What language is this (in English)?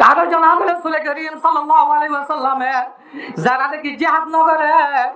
Rohingya